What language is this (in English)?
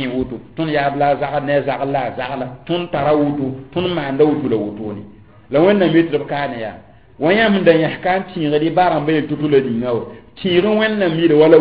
Mossi